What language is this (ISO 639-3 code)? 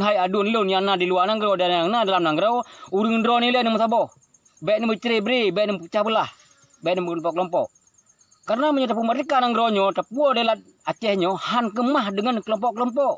ace